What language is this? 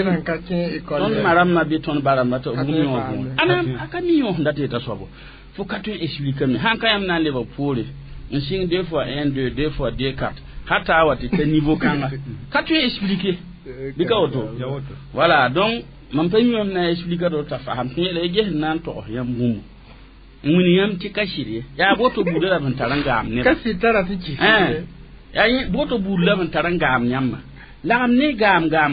Mossi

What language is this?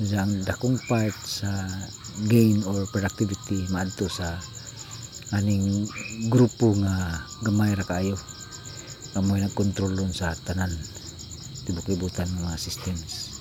Cebuano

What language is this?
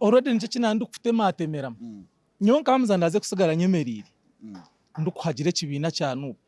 Nyankole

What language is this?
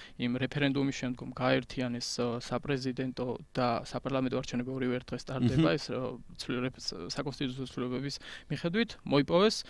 Georgian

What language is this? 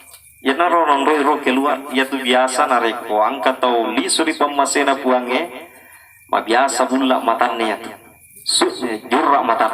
Buginese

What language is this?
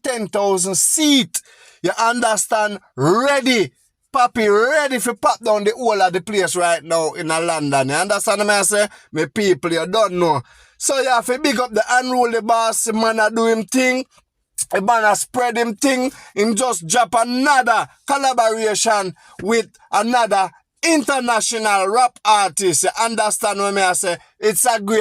Jamaican Creole English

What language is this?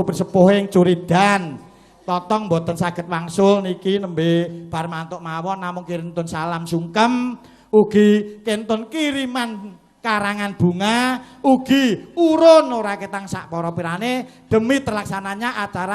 Javanese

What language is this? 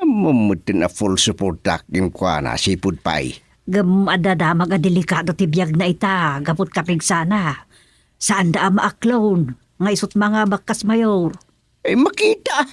Iloko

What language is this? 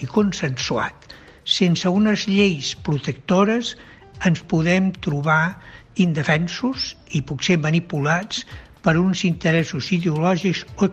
Catalan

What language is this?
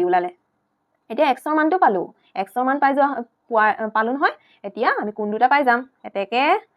Assamese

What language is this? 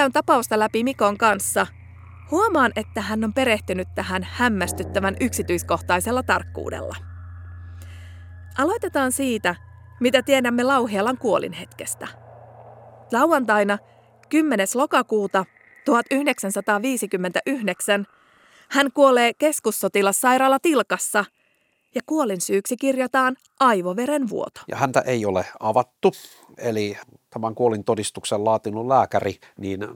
Finnish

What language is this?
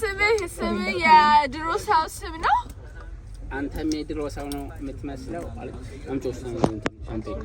Amharic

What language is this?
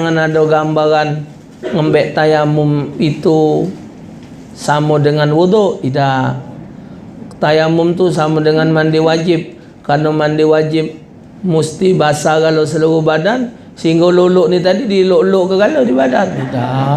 Musi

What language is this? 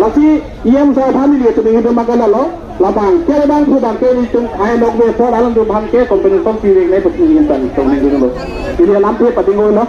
Karbi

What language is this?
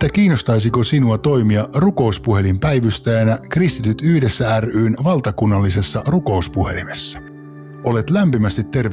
Finnish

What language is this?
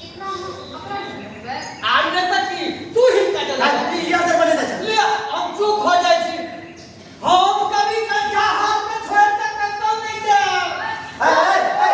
Maithili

